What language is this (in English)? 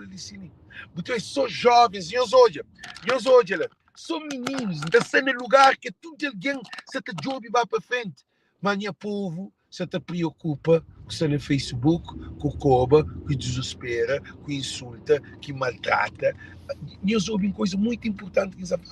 Kabuverdianu